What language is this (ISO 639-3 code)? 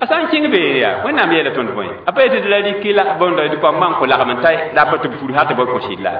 mos